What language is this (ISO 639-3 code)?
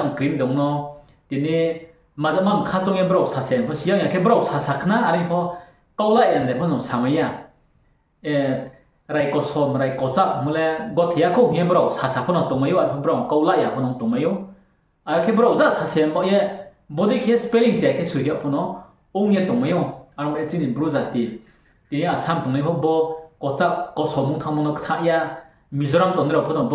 ria